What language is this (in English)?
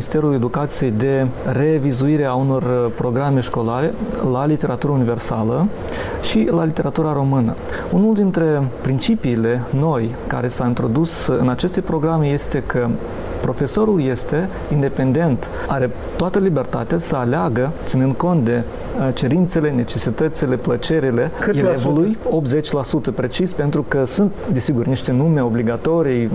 Romanian